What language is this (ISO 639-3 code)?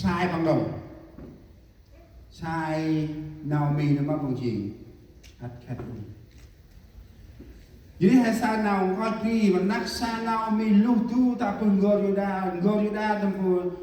cmo